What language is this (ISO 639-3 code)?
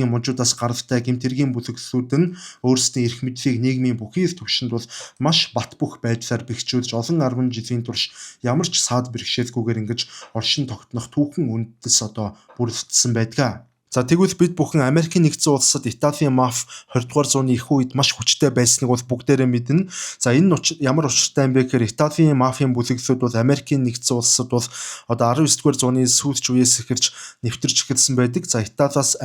mon